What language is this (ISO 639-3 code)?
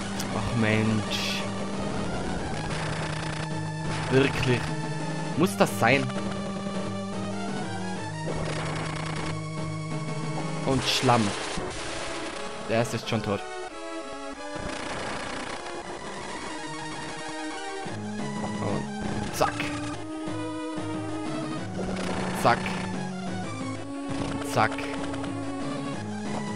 deu